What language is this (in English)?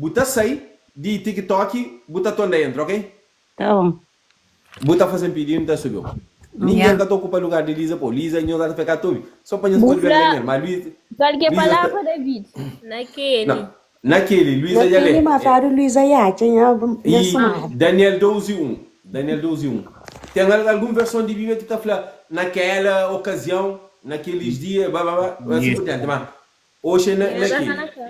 Kabuverdianu